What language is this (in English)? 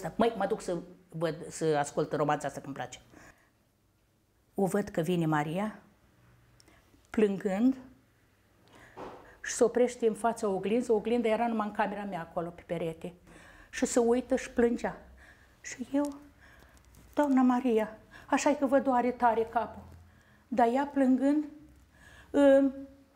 Romanian